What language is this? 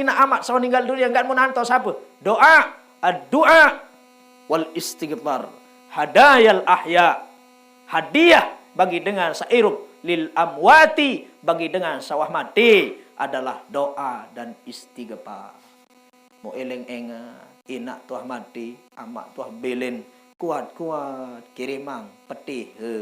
Sasak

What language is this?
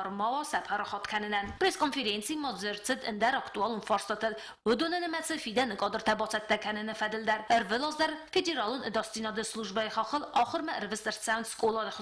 Ossetic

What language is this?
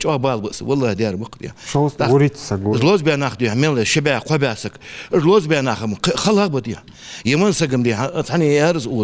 Ingush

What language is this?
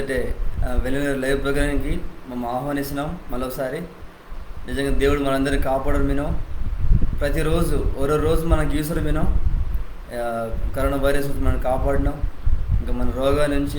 Koya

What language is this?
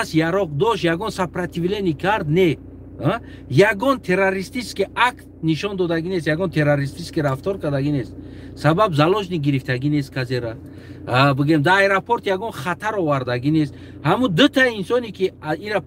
Tajik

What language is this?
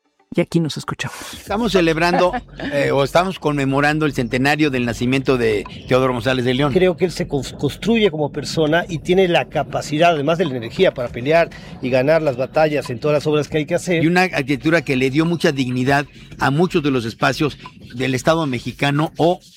Spanish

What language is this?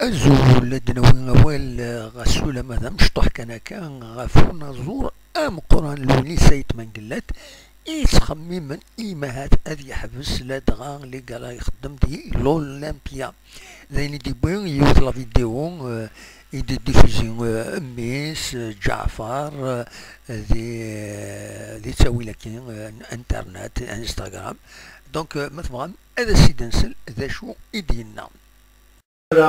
Kabyle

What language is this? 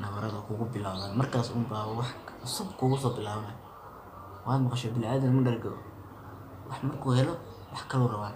Somali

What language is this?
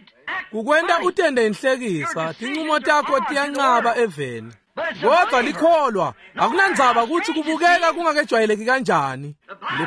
Swati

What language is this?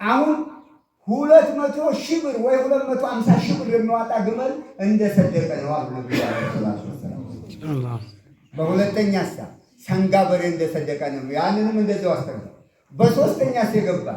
Amharic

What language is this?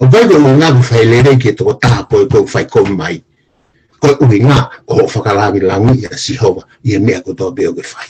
Tongan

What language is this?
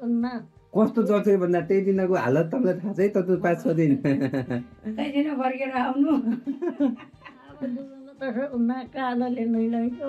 Nepali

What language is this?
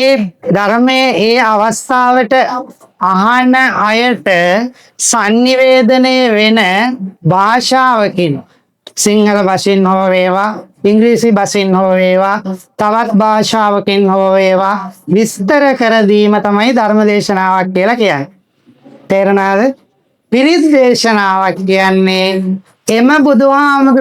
Sinhala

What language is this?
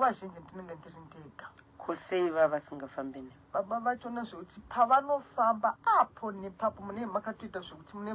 Shona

